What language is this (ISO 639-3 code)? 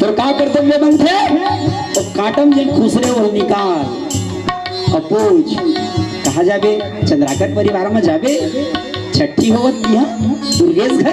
hne